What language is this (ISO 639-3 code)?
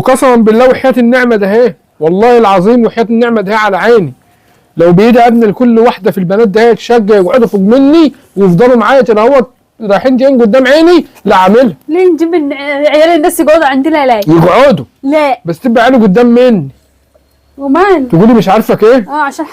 arz